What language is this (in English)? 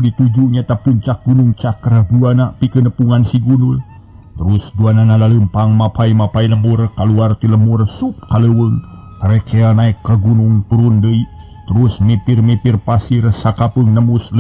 Sundanese